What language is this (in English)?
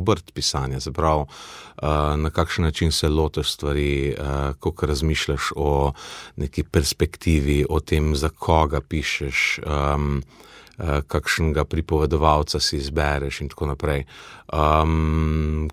Slovenian